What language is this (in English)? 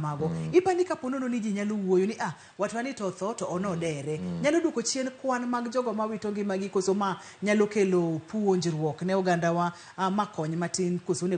Luo (Kenya and Tanzania)